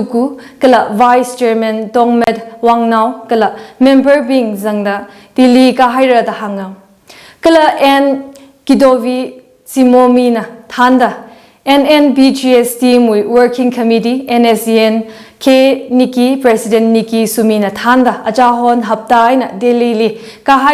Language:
Tangkhul Naga (India)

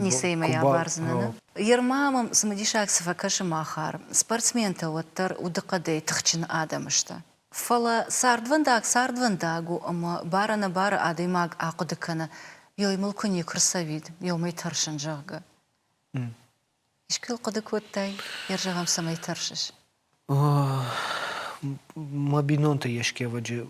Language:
Ossetic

